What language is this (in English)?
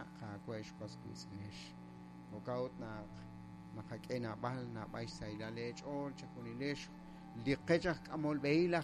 Kekchí